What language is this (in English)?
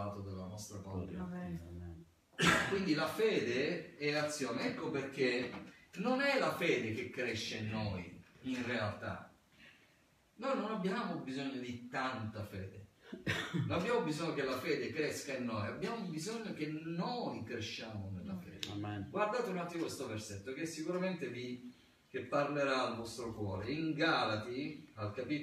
Italian